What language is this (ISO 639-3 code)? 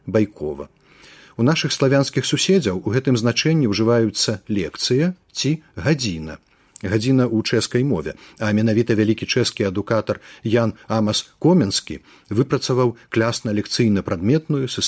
bel